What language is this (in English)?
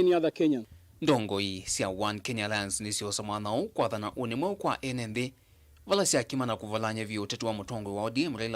Kamba